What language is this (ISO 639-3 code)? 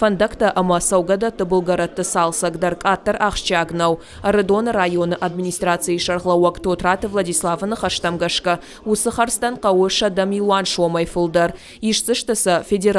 oss